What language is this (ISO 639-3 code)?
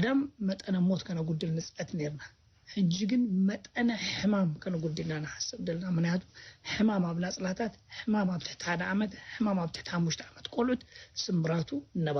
tir